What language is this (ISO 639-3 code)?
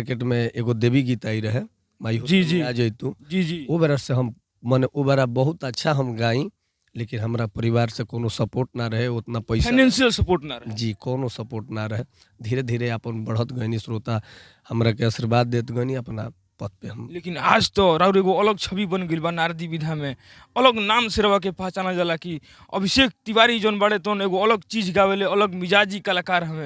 bho